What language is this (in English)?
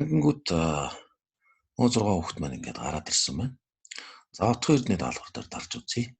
Mongolian